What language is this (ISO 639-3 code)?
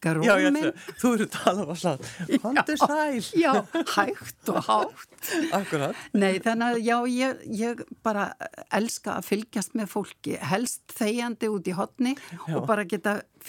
isl